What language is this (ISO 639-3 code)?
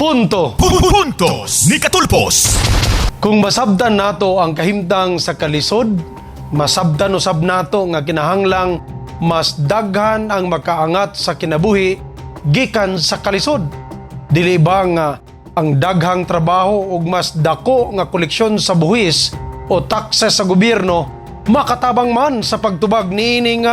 ceb